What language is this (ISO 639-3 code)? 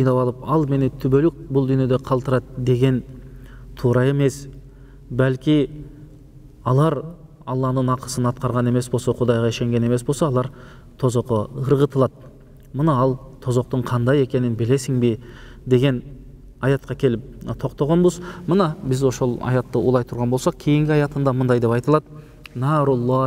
kir